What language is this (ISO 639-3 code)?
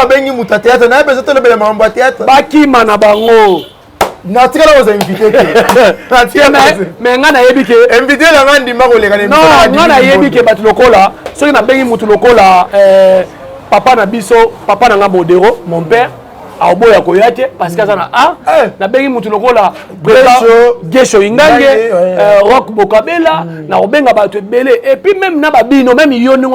lin